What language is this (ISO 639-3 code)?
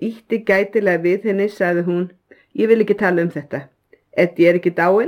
isl